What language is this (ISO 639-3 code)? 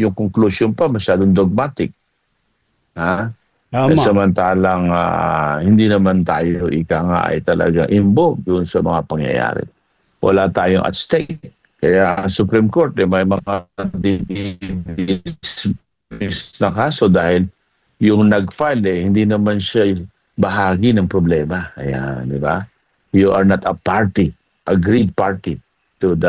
fil